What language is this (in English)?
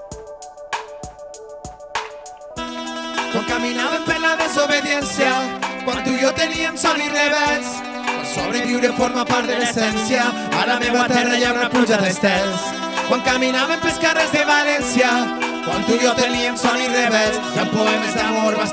Catalan